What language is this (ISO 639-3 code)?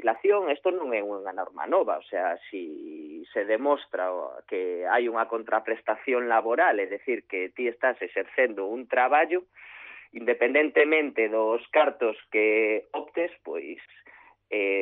glg